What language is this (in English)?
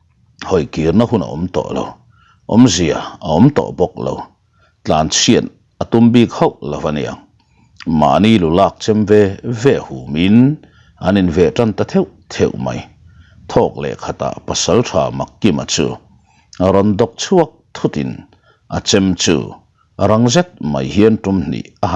Mizo